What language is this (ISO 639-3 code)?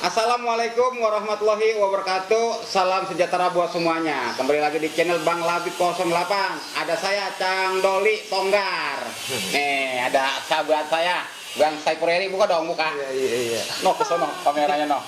bew